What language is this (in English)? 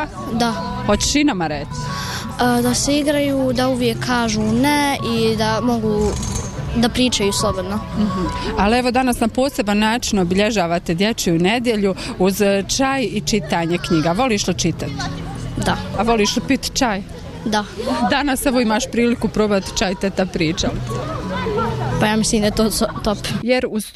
Bosnian